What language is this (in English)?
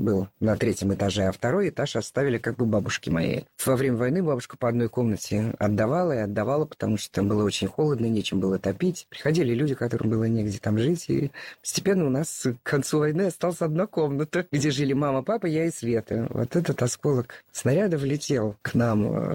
Russian